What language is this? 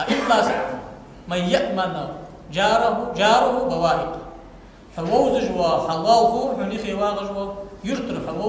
Ingush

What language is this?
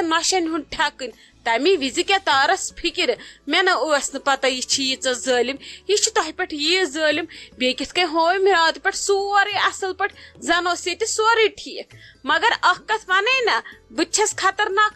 Kashmiri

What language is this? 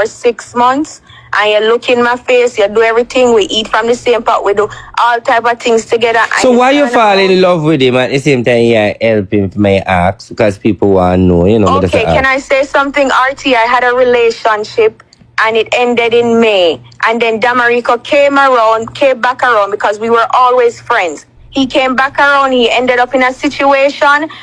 Jamaican Creole English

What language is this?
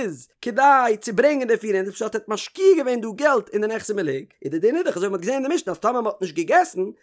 Yiddish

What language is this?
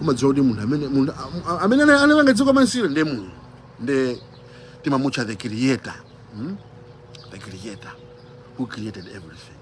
Nyanja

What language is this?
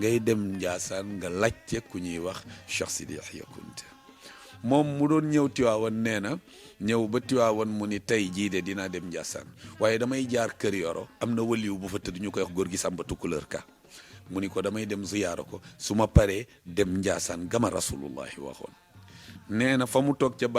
Wolof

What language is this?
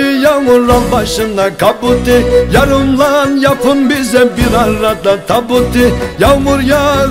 Turkish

